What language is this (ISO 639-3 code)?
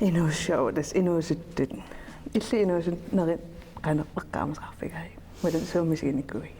kal